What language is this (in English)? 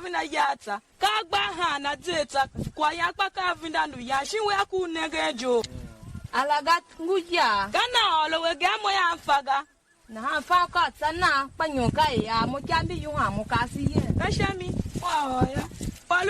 Tiv